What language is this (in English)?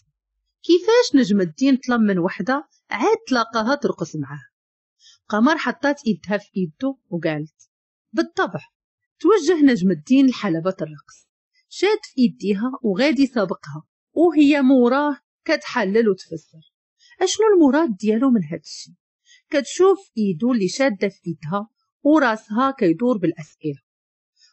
Moroccan Arabic